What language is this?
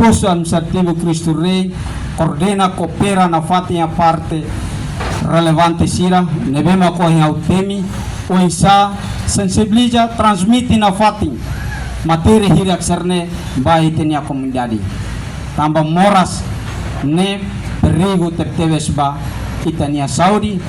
Tetum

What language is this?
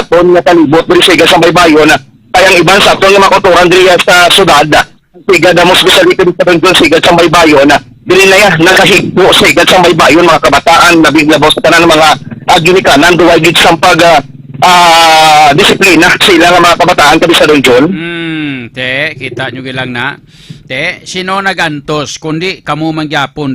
Hiligaynon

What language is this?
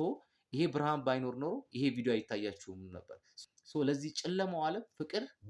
Amharic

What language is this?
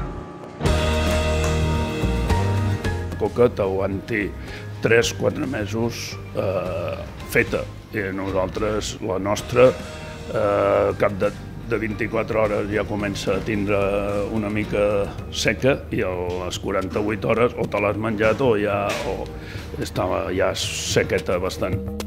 Catalan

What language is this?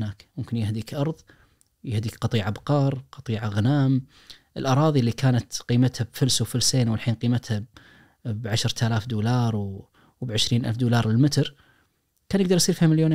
Najdi Arabic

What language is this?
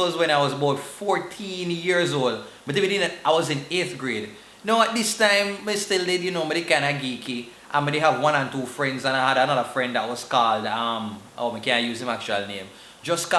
Jamaican Creole English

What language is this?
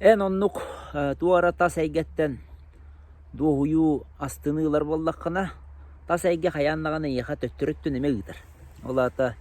Yakut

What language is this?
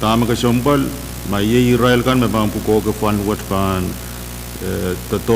Pohnpeian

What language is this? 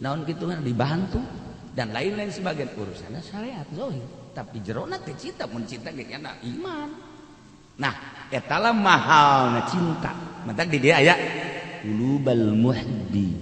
Sundanese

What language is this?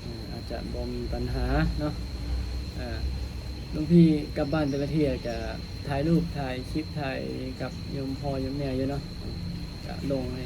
Lao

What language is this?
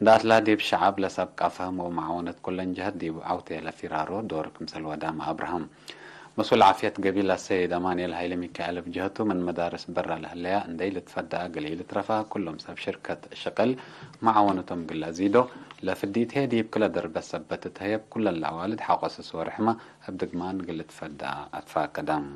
Tigre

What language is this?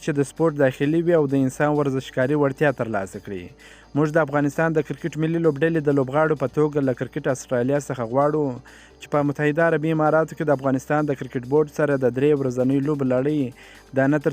Pashto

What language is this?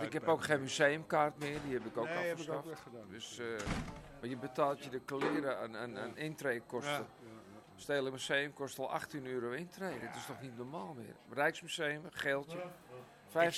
Dutch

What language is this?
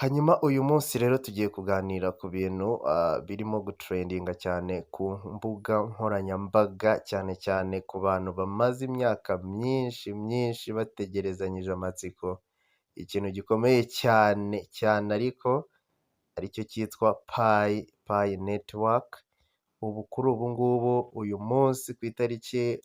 Kinyarwanda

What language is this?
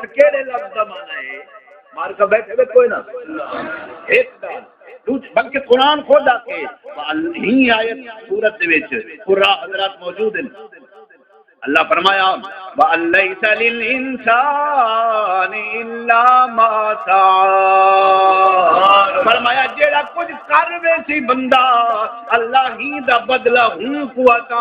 Saraiki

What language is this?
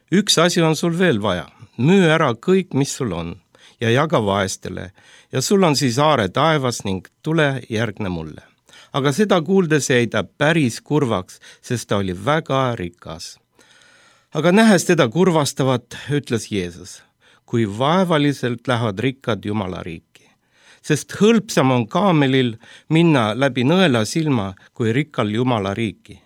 Estonian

